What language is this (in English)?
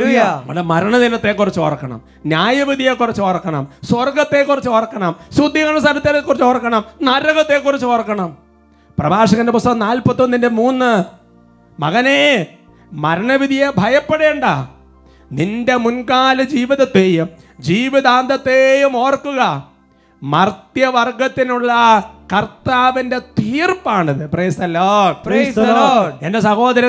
Malayalam